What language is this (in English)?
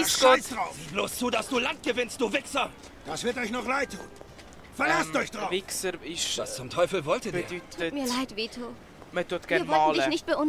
Swiss German